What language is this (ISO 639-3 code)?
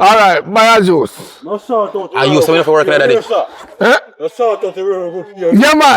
jam